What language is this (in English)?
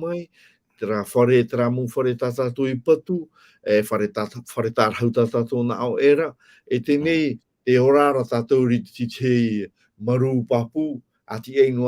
Tahitian